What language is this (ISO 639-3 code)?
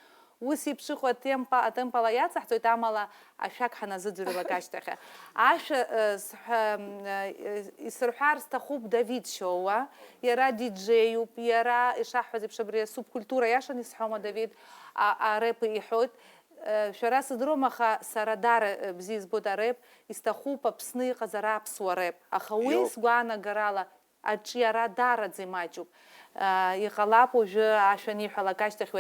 abk